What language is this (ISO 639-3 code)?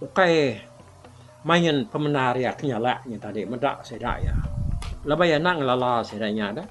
iba